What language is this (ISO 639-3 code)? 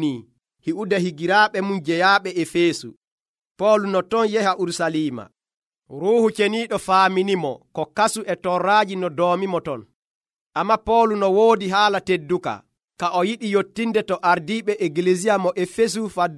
fuv